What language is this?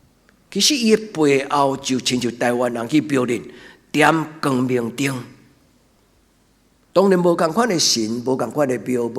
Min Nan Chinese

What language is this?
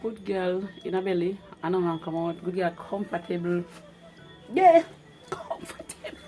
Jamaican Creole English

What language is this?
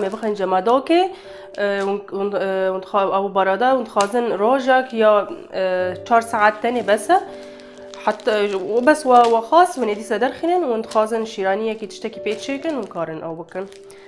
Kurdish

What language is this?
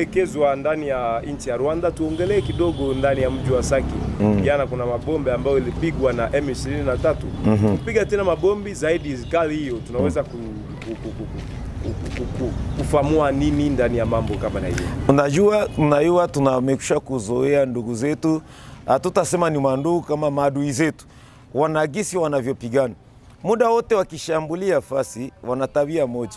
Swahili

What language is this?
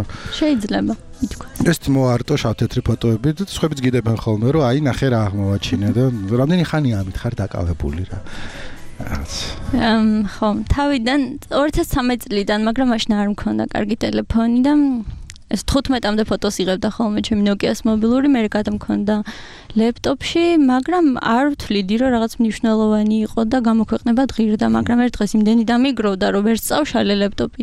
Georgian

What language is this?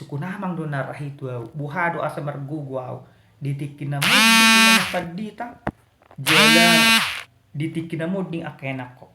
Batak Toba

